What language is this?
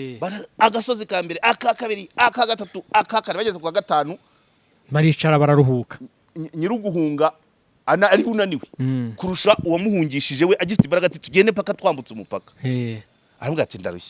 Kinyarwanda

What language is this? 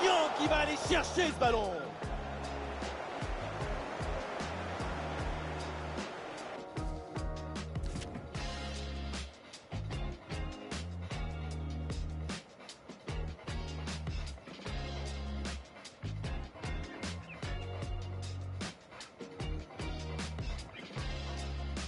French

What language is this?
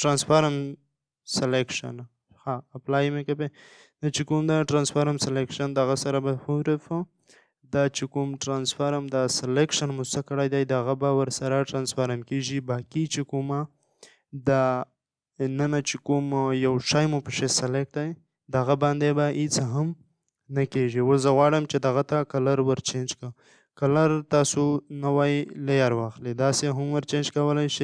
Pashto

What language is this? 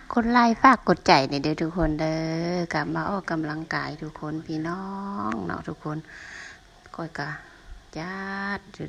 Lao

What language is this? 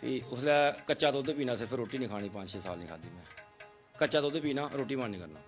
Dogri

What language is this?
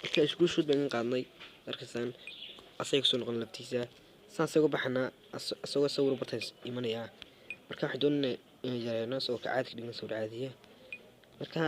Somali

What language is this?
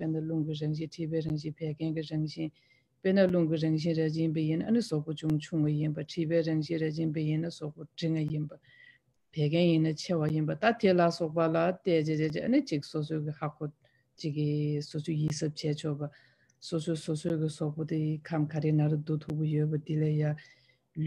Tibetan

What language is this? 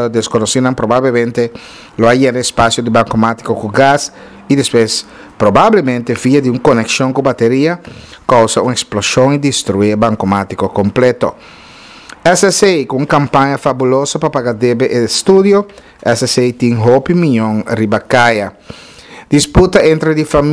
Papiamento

